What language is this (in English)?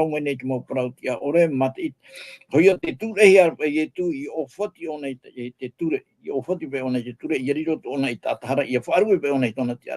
Tahitian